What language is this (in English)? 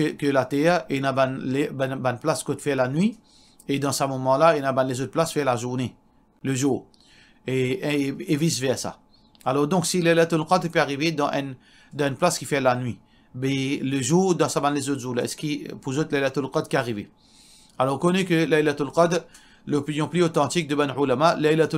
Morisyen